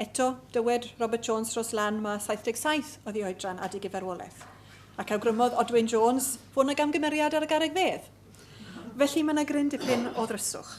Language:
Welsh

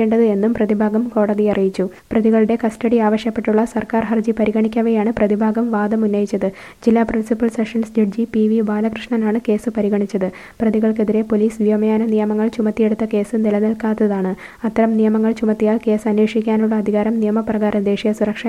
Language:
Malayalam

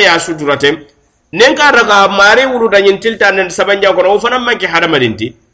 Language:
Mandingo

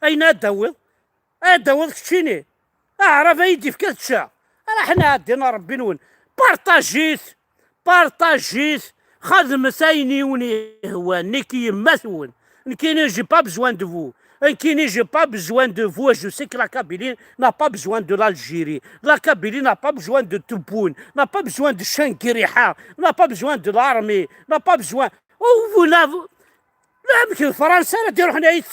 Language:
Kabyle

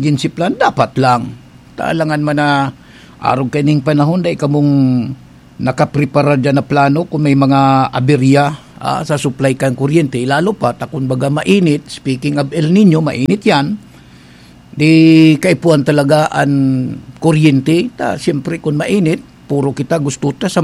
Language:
Bikol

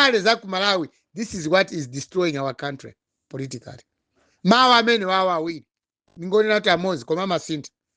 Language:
Nyanja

